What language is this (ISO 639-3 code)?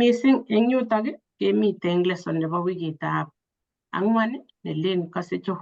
kln